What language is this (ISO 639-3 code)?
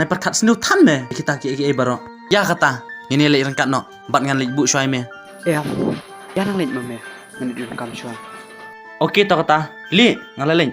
kha